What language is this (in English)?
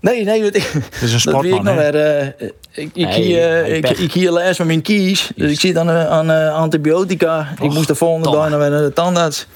Western Frisian